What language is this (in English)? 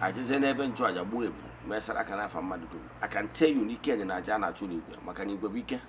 Igbo